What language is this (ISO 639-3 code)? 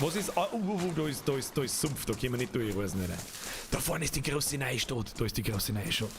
bar